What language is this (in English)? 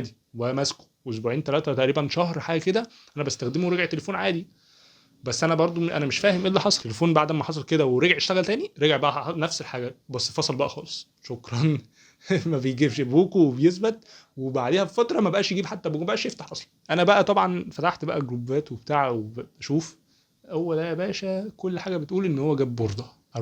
Egyptian Arabic